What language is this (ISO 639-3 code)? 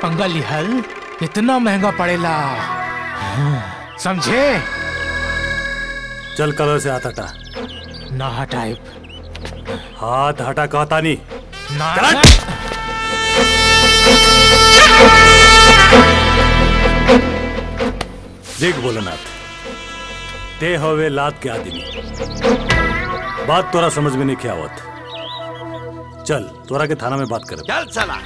bho